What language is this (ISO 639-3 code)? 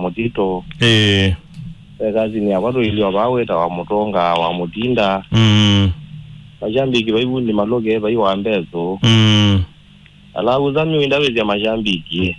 kam